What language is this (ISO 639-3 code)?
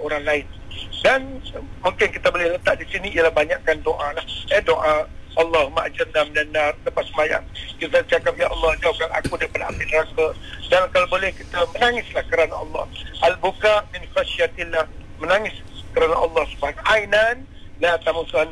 msa